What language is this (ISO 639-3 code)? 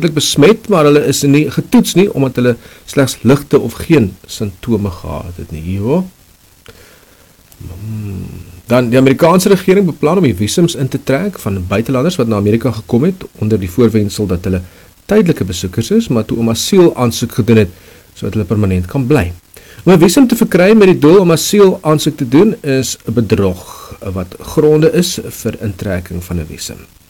afr